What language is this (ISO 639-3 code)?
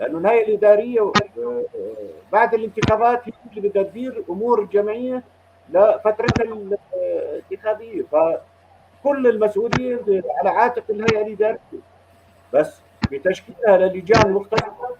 apc